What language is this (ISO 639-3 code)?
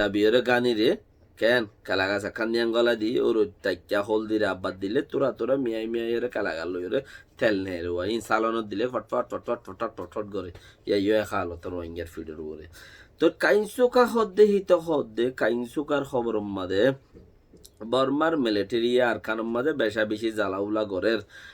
rhg